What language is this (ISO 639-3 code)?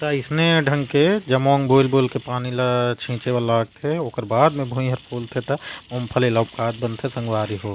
hne